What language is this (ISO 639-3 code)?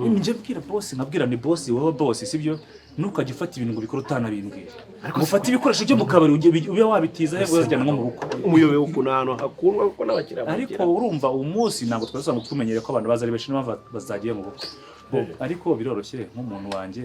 kin